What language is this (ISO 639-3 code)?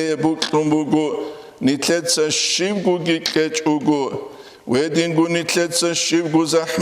ava